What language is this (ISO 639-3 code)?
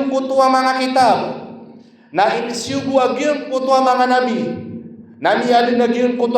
mrw